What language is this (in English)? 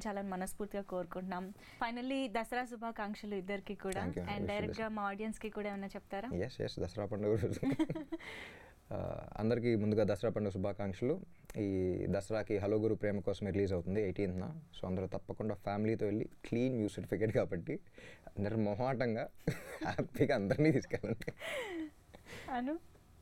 Telugu